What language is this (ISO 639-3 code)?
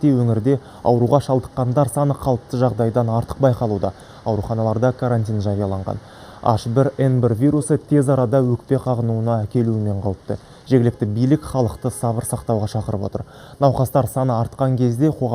kaz